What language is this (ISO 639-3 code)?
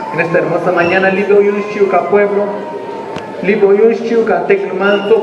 tzo